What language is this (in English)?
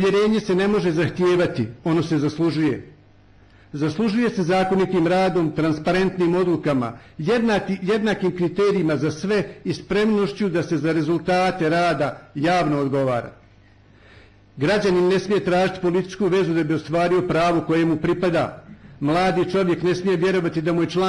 Bosnian